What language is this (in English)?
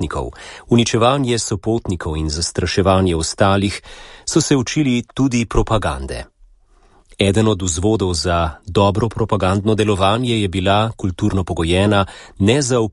Slovenian